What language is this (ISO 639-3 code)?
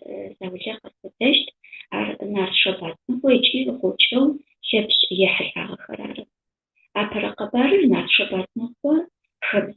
ady